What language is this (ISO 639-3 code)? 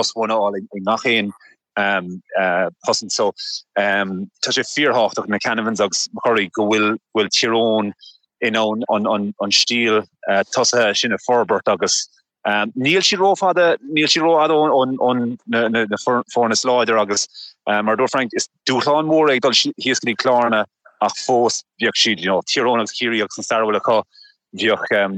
gle